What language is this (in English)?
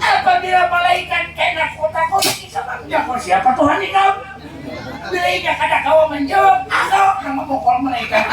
Banjar